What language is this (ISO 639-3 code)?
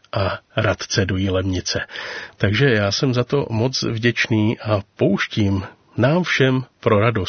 ces